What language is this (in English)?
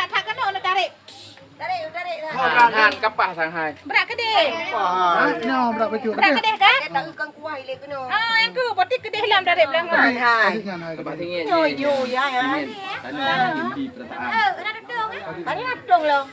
Achinese